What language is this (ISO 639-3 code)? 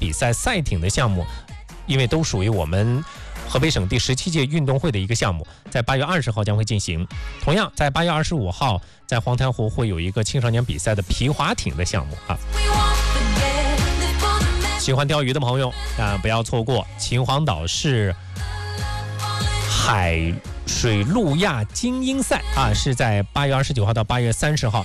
zho